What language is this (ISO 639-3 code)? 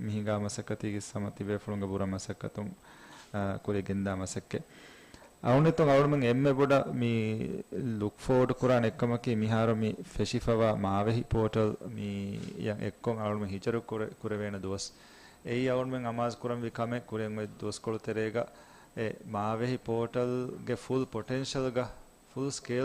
div